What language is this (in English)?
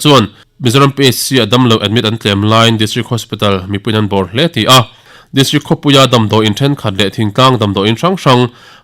Mizo